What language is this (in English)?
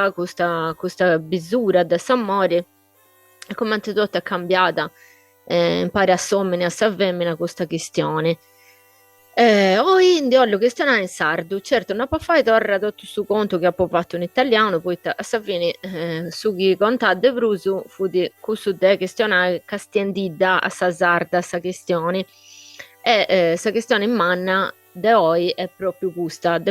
Sardinian